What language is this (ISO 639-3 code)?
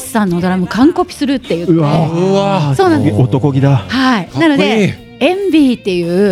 jpn